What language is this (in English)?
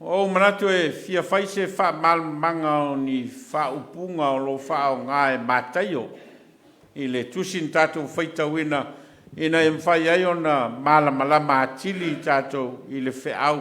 Samoan